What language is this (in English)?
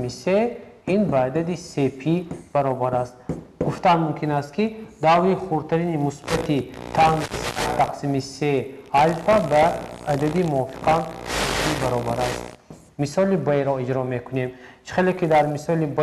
Tajik